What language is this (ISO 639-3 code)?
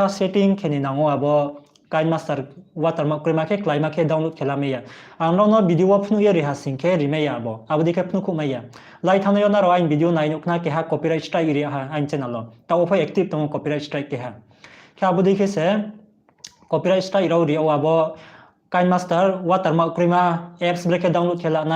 ria